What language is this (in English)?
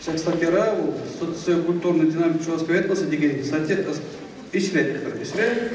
Chuvash